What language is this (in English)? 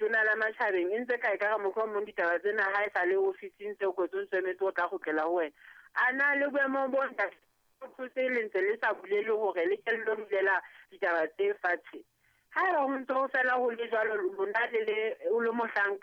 Southern Sotho